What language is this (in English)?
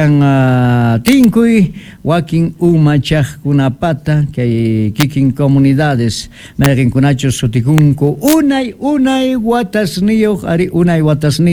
South Bolivian Quechua